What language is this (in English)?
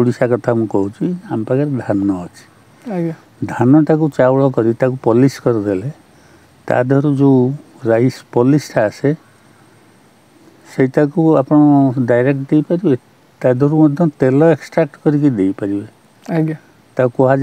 Odia